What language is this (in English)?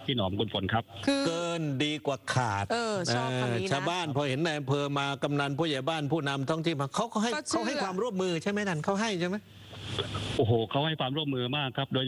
Thai